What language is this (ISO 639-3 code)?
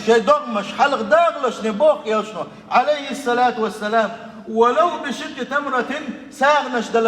che